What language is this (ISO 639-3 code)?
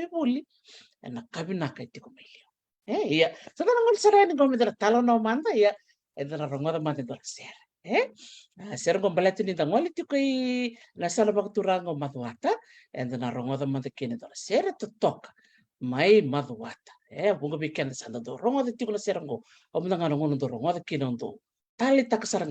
fij